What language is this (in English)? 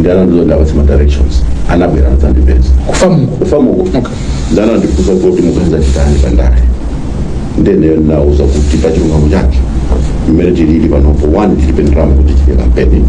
Nyanja